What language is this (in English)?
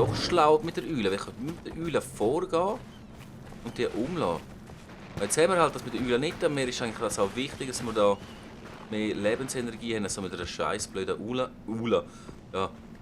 Swiss German